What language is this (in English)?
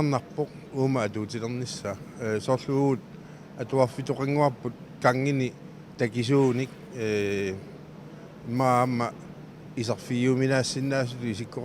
Kalaallisut